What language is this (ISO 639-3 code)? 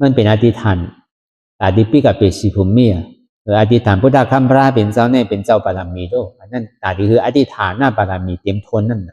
shn